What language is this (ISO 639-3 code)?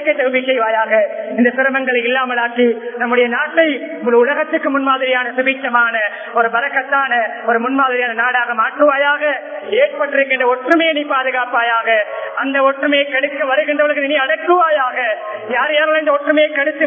tam